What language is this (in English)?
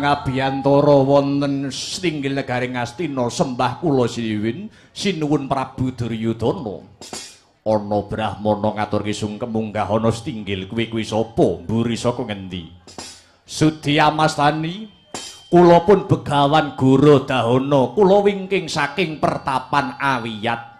Javanese